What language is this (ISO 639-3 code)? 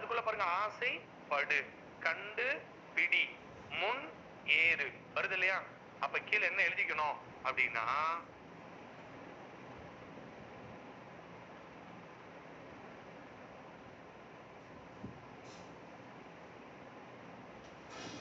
tam